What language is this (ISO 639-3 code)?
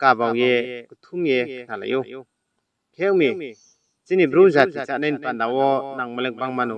ria